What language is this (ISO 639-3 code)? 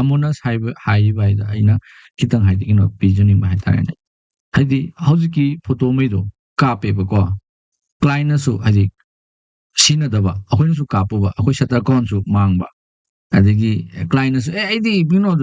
mni